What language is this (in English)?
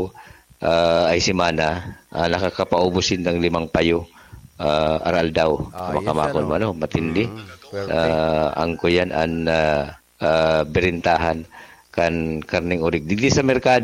Bikol